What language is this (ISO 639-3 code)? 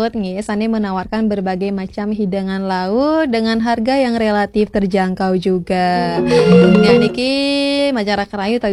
ban